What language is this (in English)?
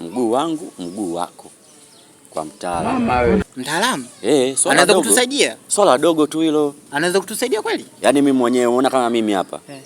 Swahili